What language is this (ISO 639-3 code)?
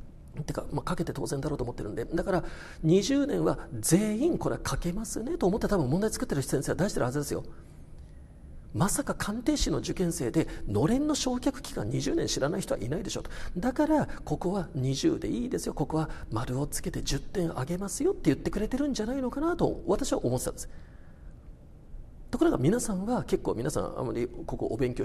jpn